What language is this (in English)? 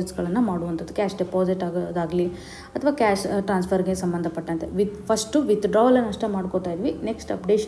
Kannada